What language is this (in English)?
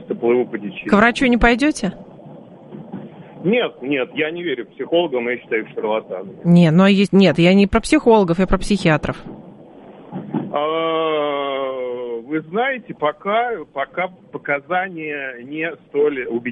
Russian